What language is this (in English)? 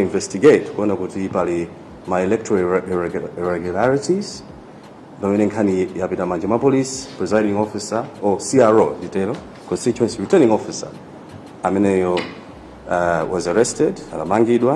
Nyanja